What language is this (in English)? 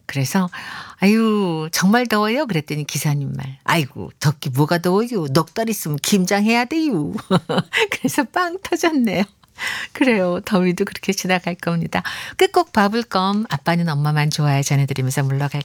Korean